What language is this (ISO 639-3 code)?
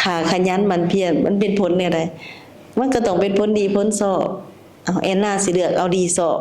lao